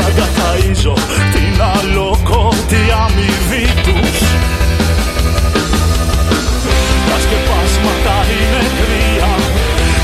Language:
Greek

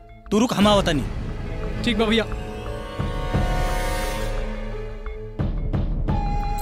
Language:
Bhojpuri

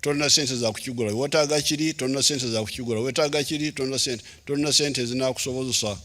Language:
Ganda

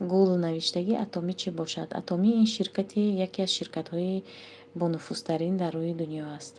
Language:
Tajik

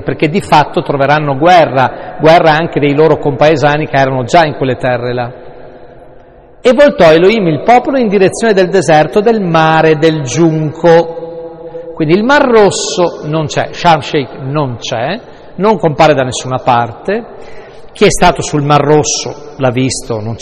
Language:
Italian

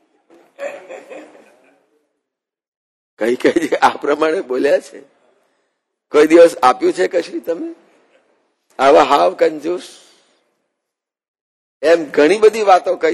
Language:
Gujarati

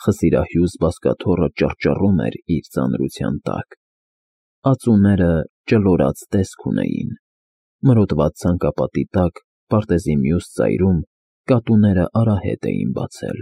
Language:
Armenian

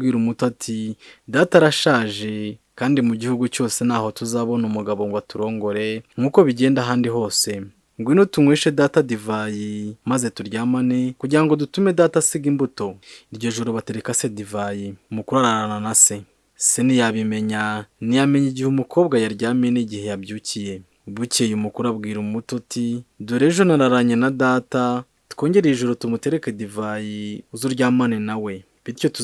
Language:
Kinyarwanda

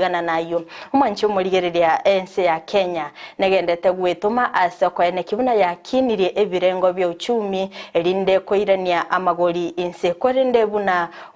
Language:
Gusii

